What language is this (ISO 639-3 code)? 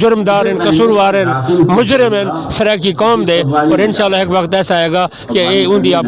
skr